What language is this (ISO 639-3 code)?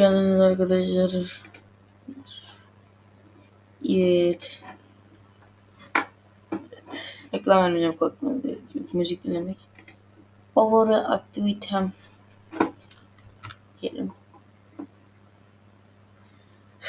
tur